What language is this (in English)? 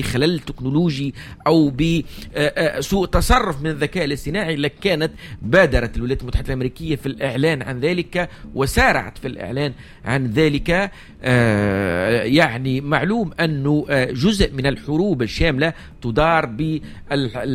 Tunisian Arabic